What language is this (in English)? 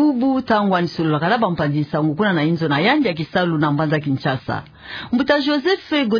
Kituba (Democratic Republic of Congo)